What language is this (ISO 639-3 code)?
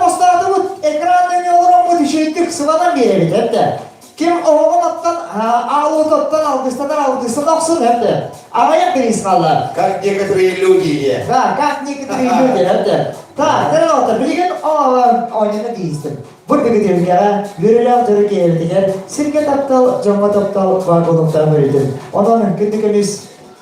sah